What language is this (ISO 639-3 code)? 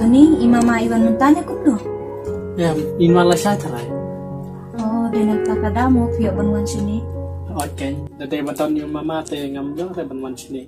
kha